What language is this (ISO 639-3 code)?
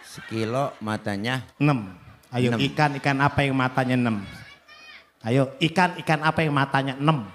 bew